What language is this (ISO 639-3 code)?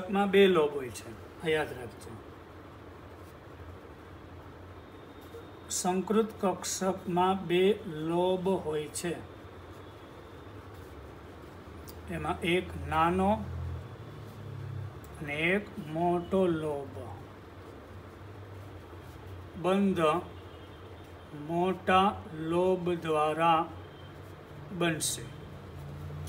guj